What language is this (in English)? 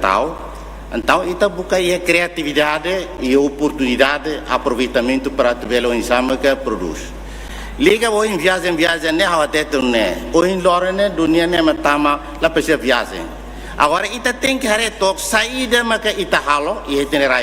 Tetum